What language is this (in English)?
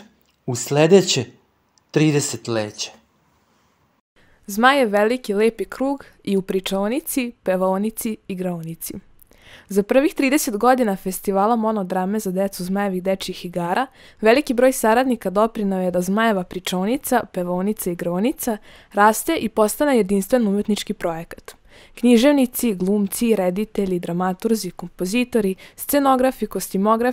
Serbian